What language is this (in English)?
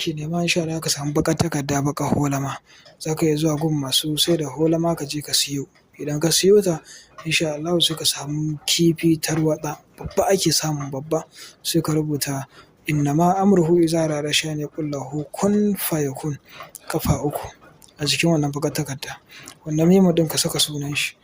Hausa